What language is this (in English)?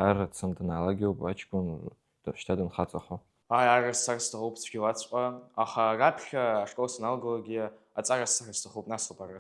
Abkhazian